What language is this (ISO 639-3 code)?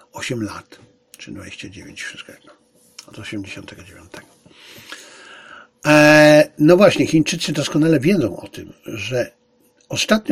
pol